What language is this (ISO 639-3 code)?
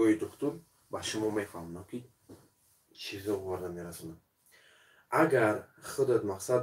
tgk